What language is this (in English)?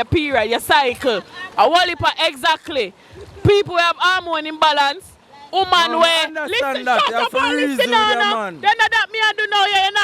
Jamaican Creole English